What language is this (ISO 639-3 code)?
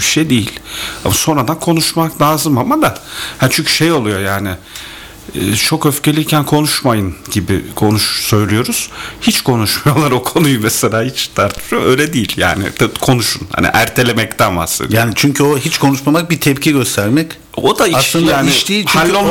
tur